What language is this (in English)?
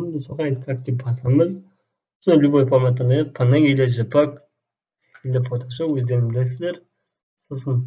Kazakh